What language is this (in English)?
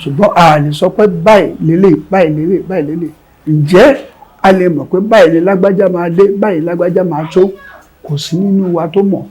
Yoruba